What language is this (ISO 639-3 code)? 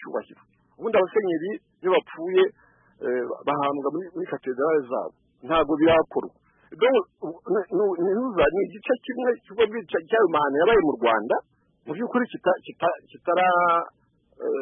kin